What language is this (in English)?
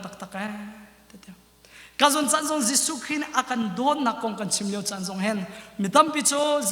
Hakha Chin